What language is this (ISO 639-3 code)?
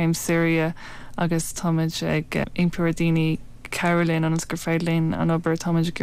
gle